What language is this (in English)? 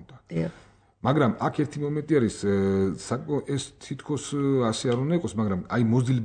Georgian